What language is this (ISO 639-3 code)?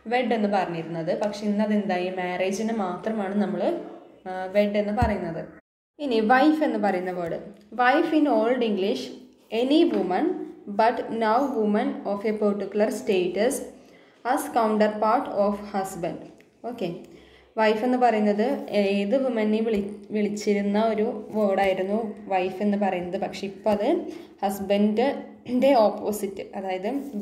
mal